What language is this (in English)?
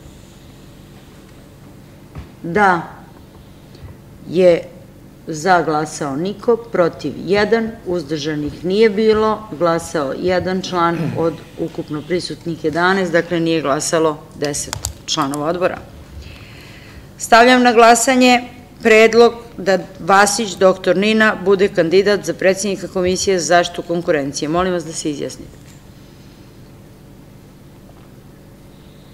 Serbian